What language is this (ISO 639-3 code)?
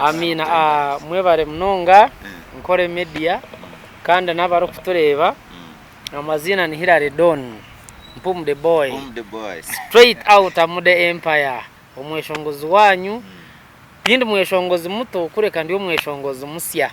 nyn